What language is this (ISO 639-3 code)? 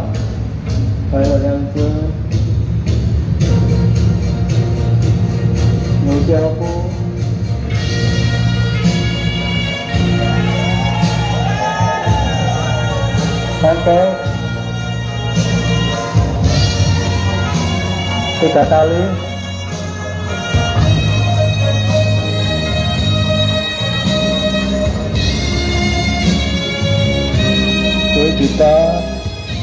ind